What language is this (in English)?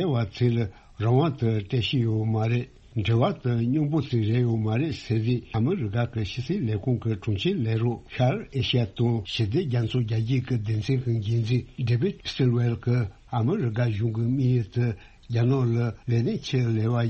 Tibetan